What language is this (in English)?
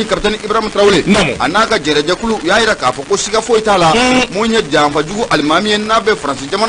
Bambara